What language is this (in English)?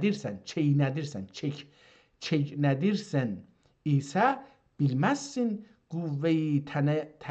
South Azerbaijani